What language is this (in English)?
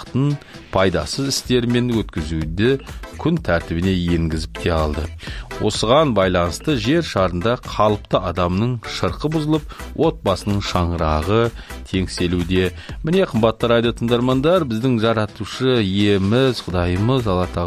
Kazakh